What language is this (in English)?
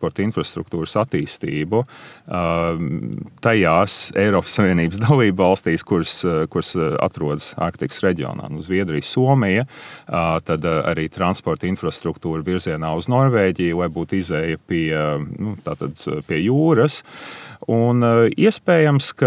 Latvian